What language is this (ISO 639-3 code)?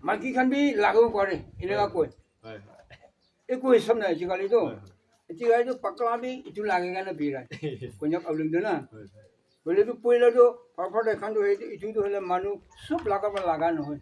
nag